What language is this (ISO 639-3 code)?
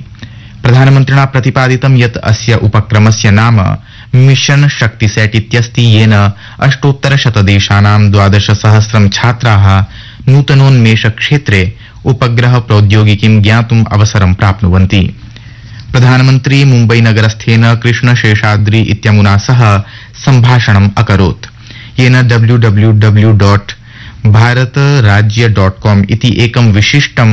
san